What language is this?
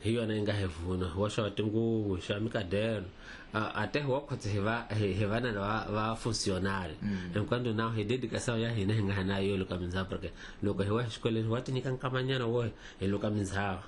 Tsonga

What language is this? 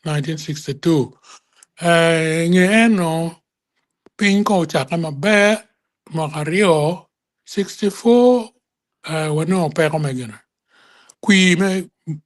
Acoli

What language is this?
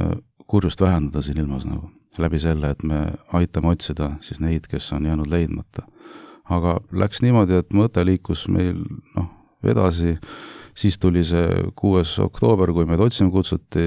Estonian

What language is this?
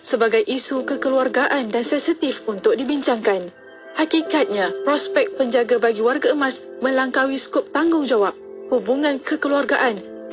Malay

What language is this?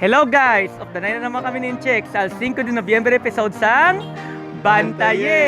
Hiligaynon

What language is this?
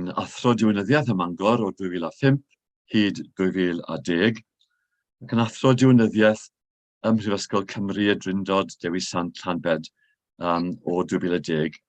Welsh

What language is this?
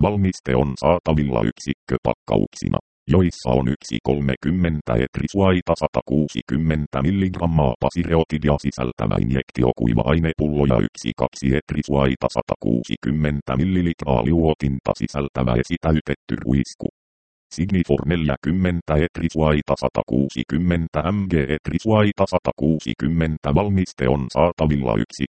Finnish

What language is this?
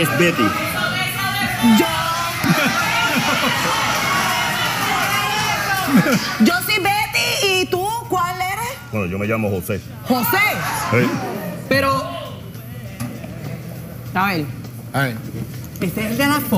Spanish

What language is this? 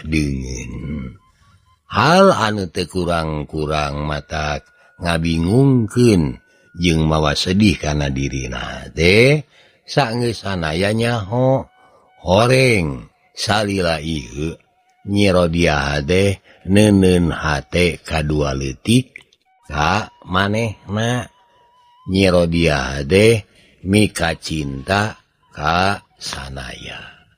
Sundanese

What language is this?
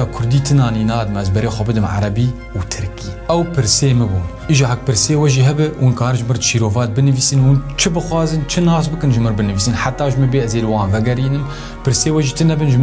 Kurdish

